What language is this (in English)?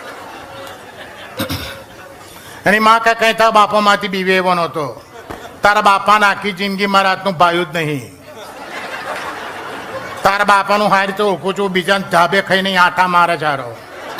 Gujarati